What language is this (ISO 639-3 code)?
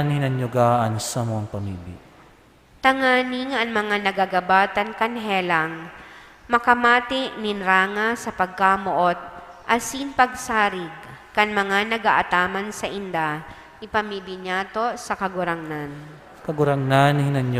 bik